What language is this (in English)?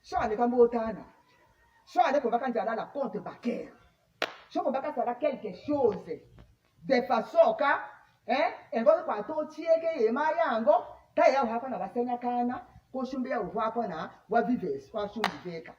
Tetela